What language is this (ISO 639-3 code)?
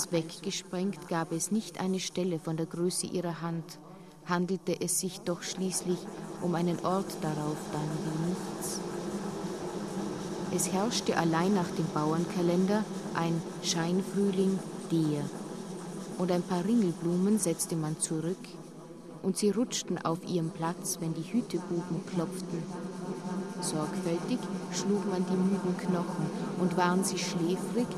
deu